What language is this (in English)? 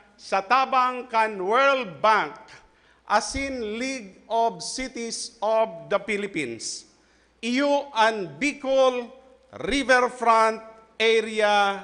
Bikol